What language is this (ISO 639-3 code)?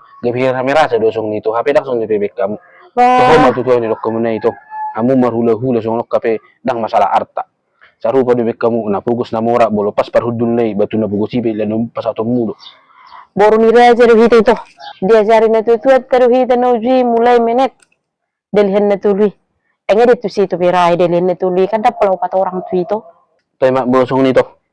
bbc